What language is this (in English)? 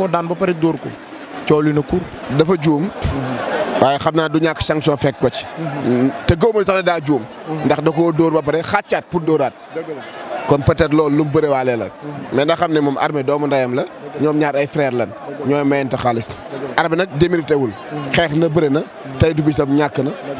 Wolof